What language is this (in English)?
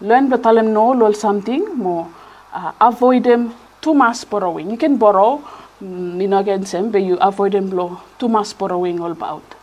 Bislama